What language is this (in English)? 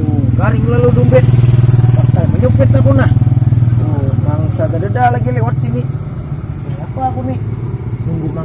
Banjar